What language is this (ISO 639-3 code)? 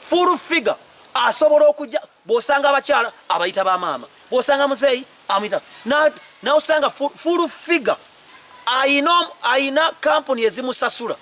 lug